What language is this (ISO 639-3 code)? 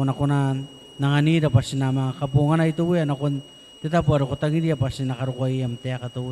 gil